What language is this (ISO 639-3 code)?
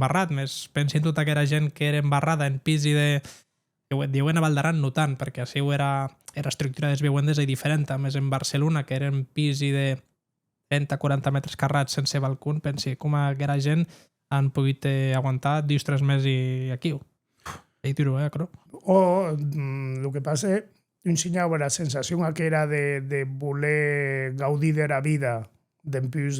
oci